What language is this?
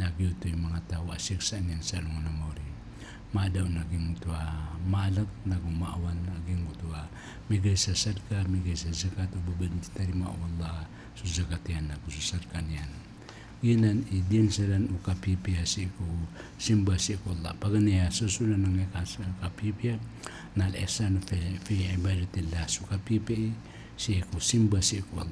Maranao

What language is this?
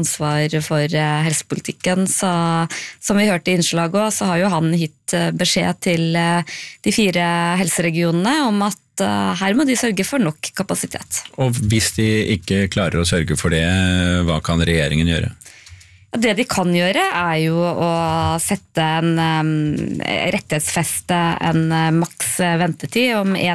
Norwegian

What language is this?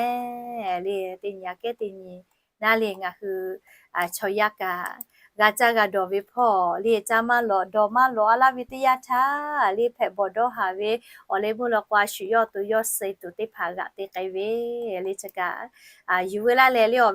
Lahu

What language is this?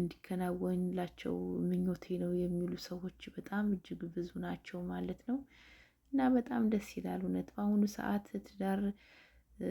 Amharic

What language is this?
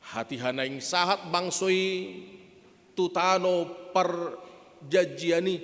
Batak Toba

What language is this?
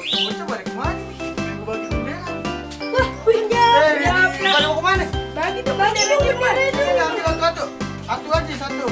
Betawi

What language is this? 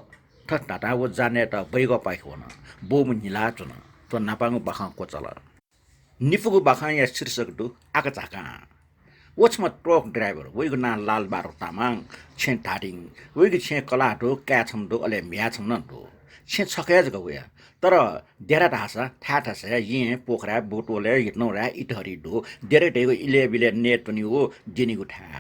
Newari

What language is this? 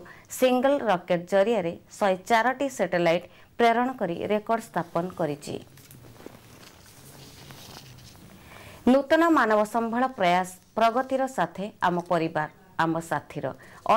Odia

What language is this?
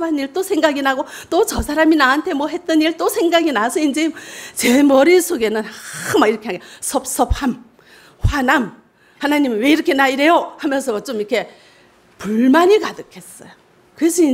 Korean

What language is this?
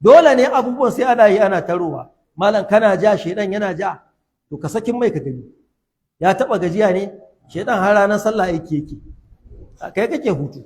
Hausa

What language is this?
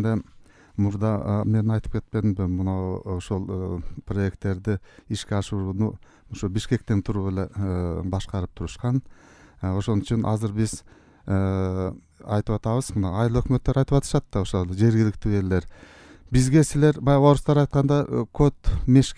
Kyrgyz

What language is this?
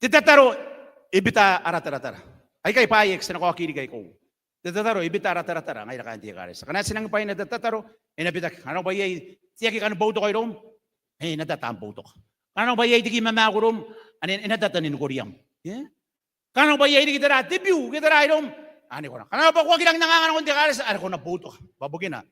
Gilbertese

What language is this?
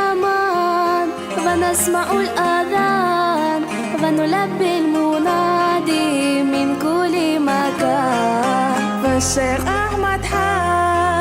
Chechen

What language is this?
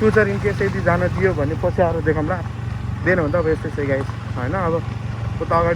Nepali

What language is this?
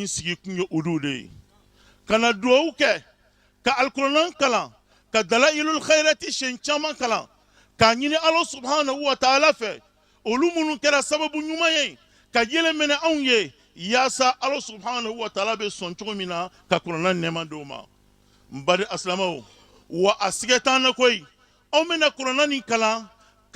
Bambara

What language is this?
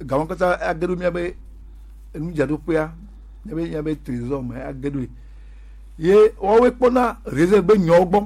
Gen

